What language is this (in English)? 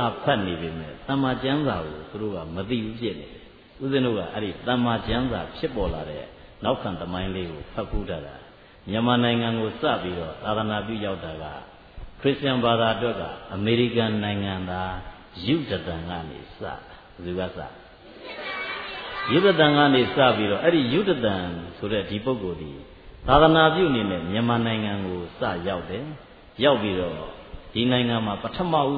Burmese